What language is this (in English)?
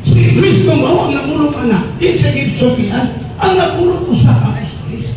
Cebuano